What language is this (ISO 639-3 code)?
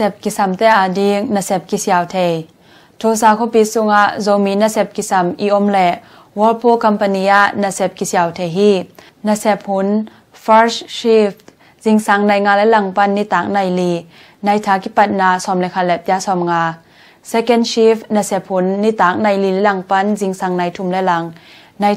ctd